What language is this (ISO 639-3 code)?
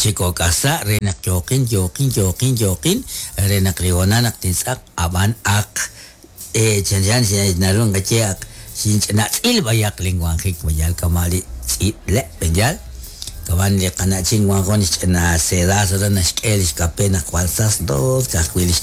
kek